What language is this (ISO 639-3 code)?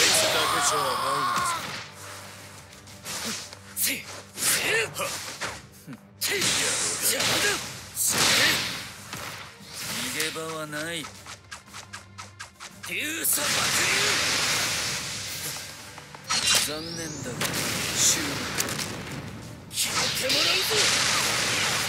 jpn